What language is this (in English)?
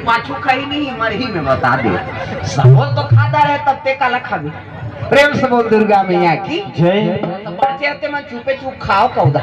Chhattisgarhi